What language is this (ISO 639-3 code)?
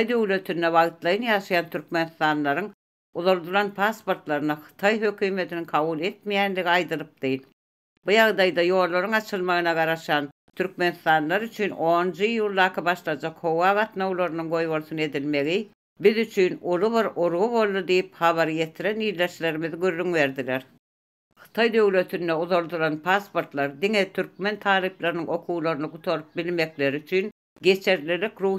tuk